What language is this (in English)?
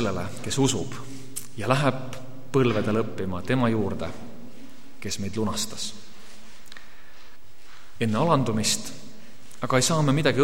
Estonian